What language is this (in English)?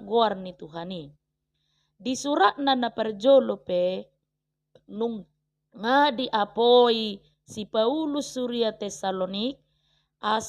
Batak Toba